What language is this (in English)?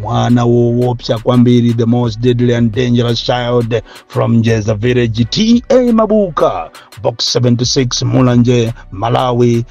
Nyanja